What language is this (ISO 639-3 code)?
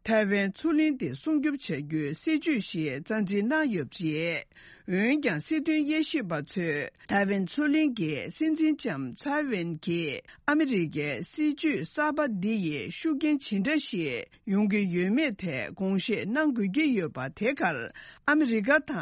bod